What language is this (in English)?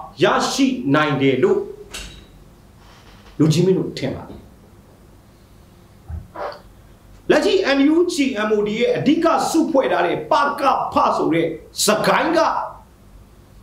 Burmese